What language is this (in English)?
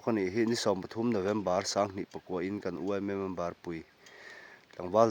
Mizo